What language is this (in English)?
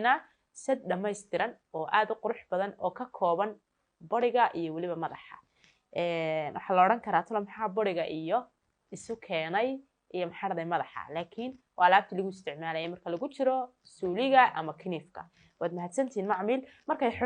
Somali